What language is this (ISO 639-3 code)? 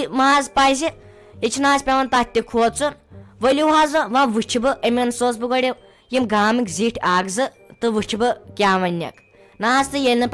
kas